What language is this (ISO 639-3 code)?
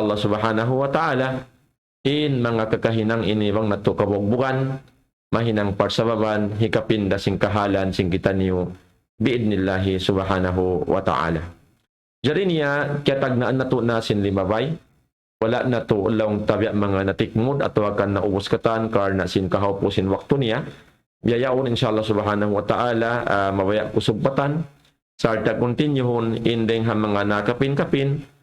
tsg